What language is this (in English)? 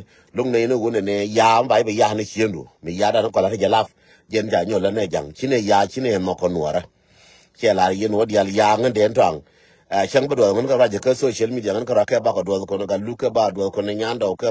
Nuer